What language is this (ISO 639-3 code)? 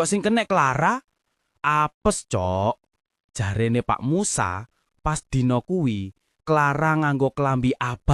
jav